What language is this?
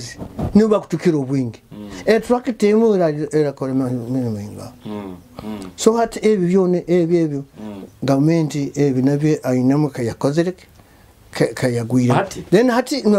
Nyoro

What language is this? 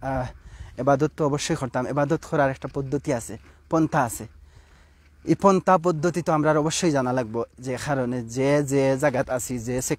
Sylheti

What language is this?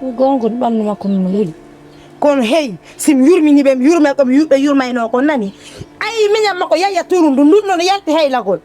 Fula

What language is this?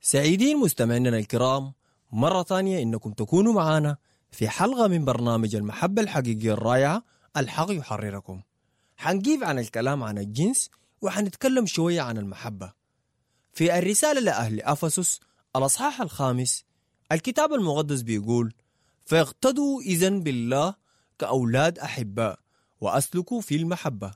Sudanese Arabic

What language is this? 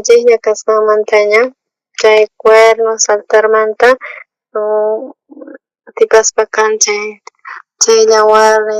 South Bolivian Quechua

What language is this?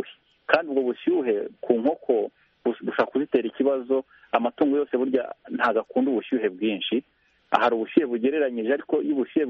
Kinyarwanda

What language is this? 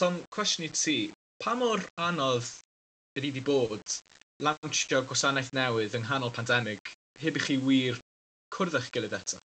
Welsh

